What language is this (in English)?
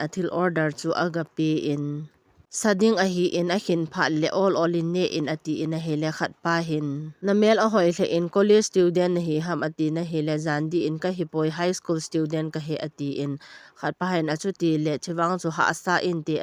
Thado Chin